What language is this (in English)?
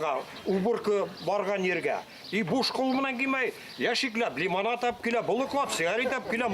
Bashkir